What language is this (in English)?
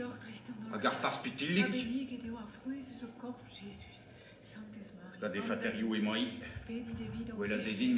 Breton